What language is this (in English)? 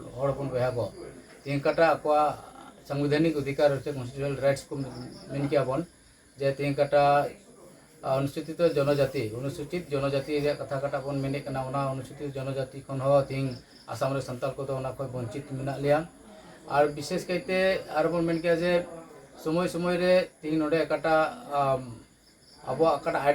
Santali